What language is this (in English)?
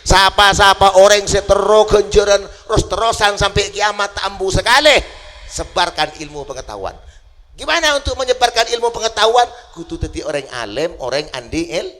Madurese